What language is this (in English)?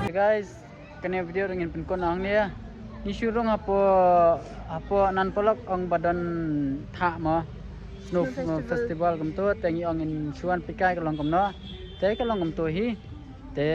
Khasi